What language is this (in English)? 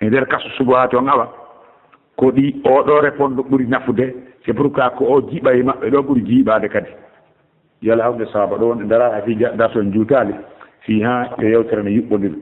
Pular